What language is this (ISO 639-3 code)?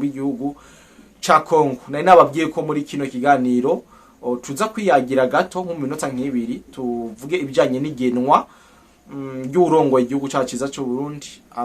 run